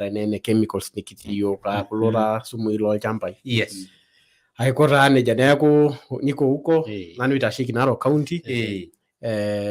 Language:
Masai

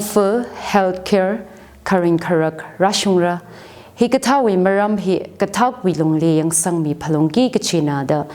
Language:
Tangkhul Naga (India)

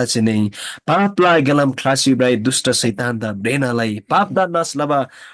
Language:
Eastern Tamang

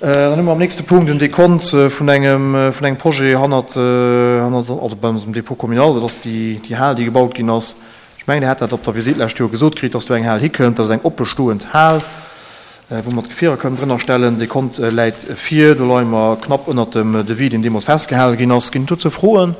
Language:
Luxembourgish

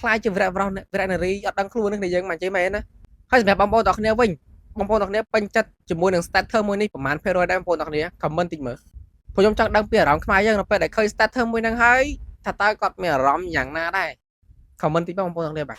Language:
Khmer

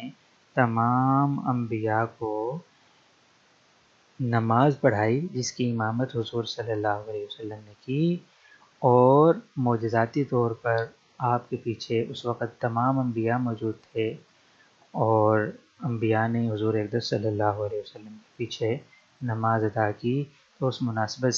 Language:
Urdu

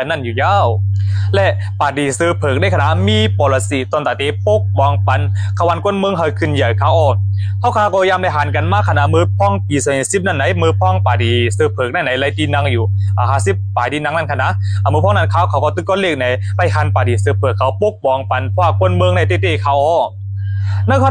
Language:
Shan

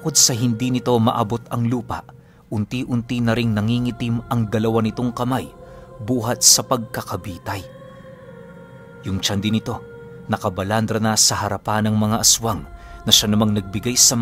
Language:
Filipino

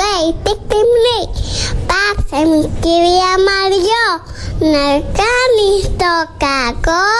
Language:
Greek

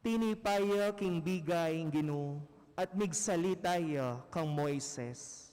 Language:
Pampanga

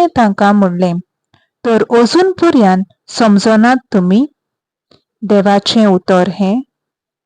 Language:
Konkani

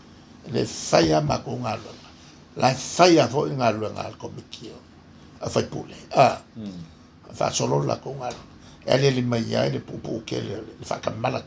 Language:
Samoan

